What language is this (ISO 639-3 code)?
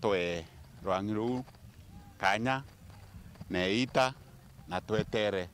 mer